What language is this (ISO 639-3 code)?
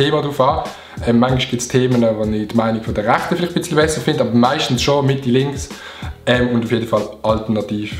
gsw